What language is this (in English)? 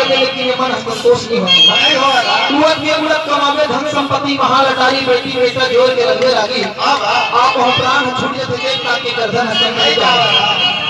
Chhattisgarhi